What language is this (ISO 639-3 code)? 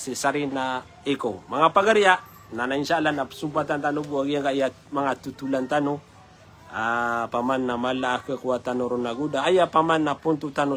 mrw